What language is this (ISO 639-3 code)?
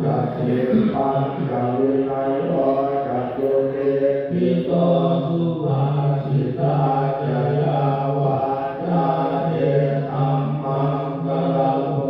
pli